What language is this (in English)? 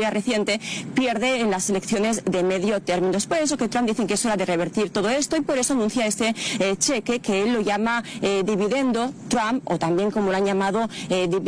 Spanish